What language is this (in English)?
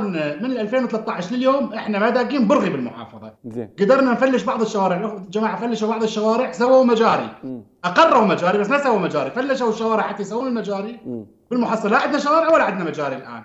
Mesopotamian Arabic